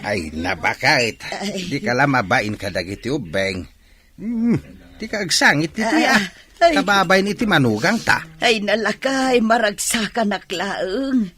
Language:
Iloko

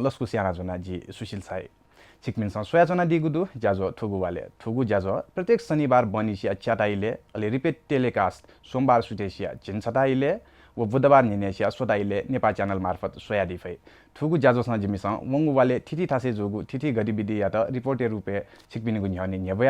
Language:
Newari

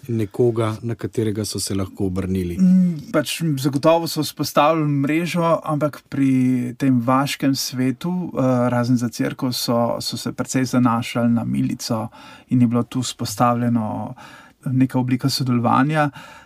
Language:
Slovenian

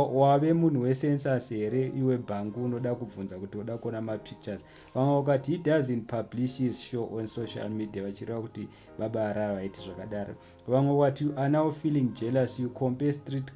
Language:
Shona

